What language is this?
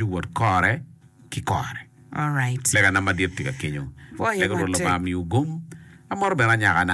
Acoli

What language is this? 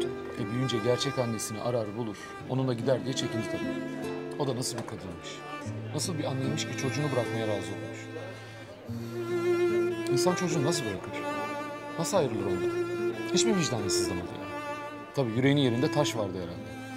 Turkish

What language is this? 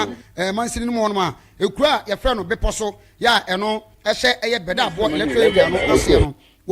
Akan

